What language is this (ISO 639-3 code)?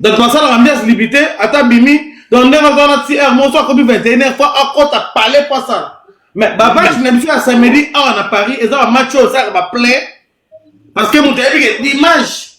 lin